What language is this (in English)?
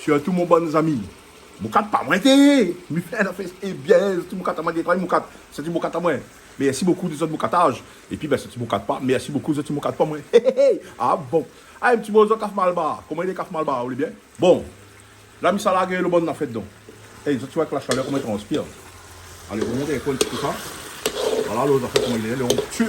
Réunion Creole French